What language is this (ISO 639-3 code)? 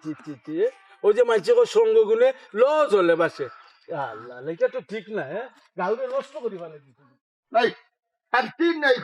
syl